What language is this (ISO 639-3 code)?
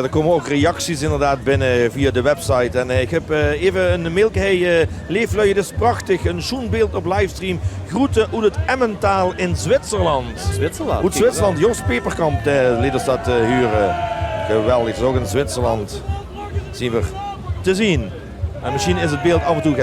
lim